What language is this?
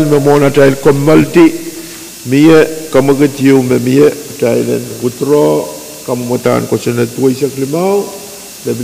Pohnpeian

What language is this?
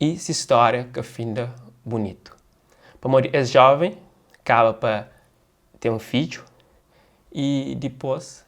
Kabuverdianu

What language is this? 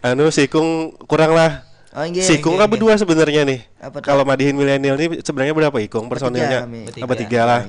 Banjar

